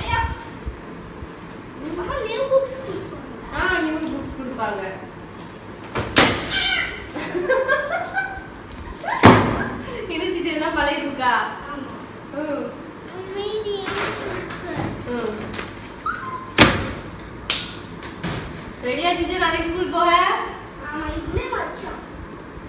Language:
Tamil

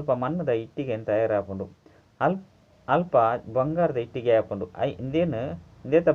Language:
Tulu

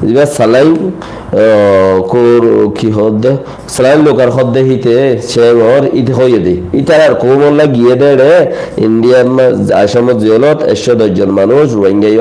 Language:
Rohingya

